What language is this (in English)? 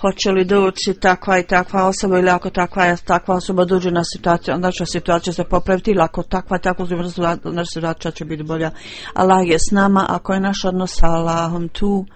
Bosnian